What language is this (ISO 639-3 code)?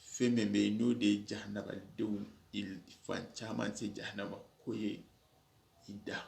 snk